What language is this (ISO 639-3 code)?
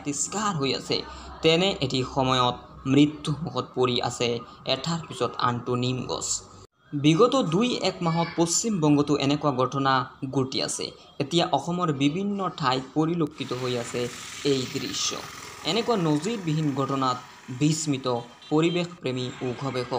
asm